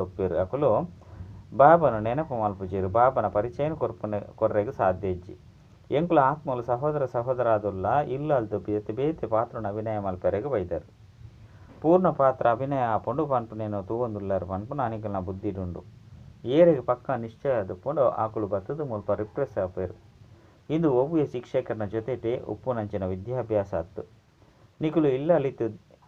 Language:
Tulu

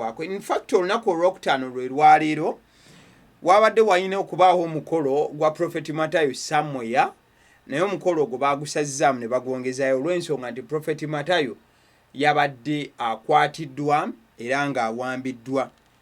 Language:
Ganda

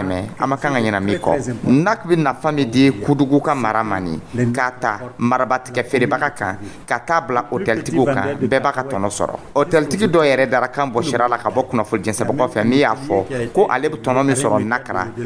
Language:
Dyula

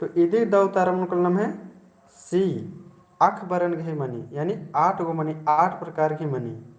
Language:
Kurukh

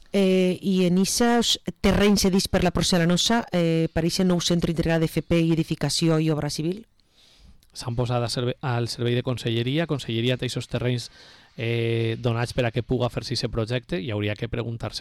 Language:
Catalan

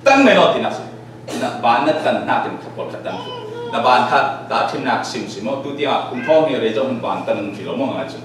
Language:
Falam Chin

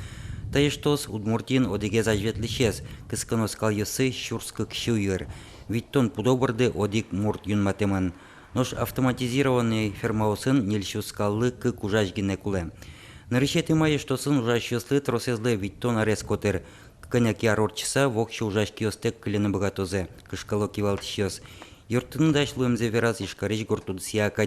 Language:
Udmurt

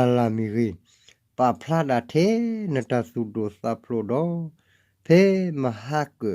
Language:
S'gaw Karen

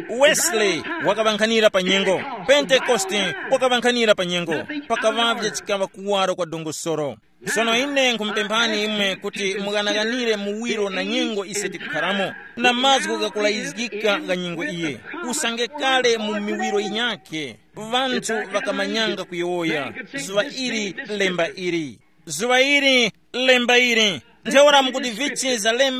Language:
Tumbuka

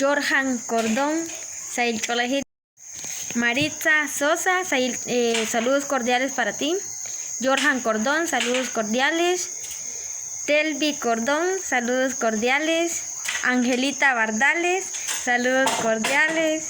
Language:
Kekchí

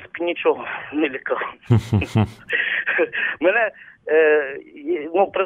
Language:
Ukrainian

